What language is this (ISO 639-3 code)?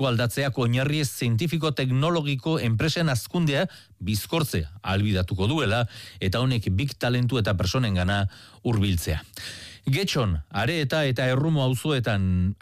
eus